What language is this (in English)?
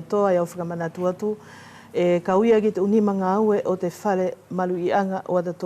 Wallisian